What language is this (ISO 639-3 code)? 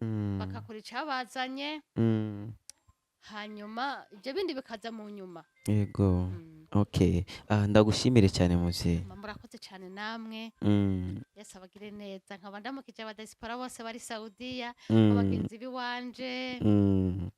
run